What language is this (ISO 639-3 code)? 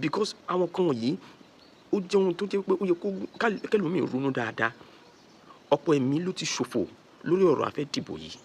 yor